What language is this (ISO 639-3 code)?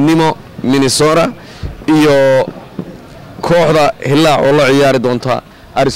som